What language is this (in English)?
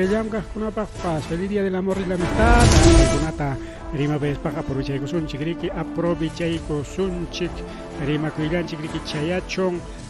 Ayacucho Quechua